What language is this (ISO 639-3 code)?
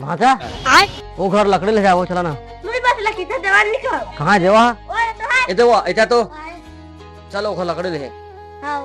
hne